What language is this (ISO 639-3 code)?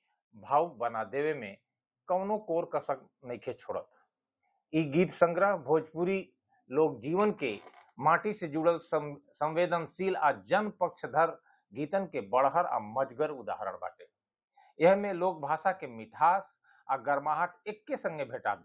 bho